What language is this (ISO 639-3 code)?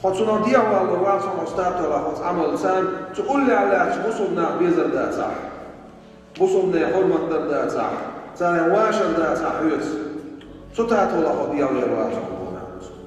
che